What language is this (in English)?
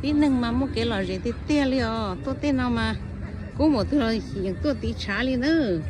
Hmong